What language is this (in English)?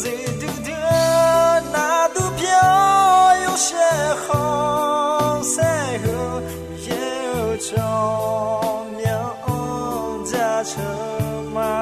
Akha